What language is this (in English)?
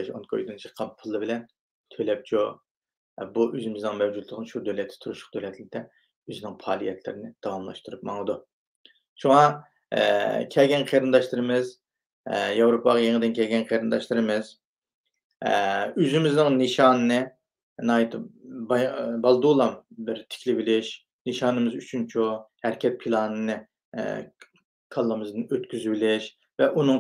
Uyghur